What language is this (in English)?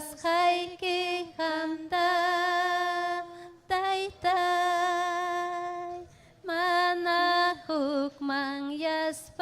Ayacucho Quechua